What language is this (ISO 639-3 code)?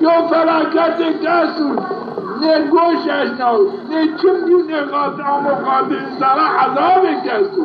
zza